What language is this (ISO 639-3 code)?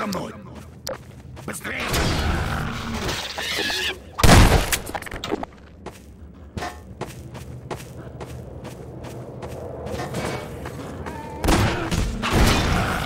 rus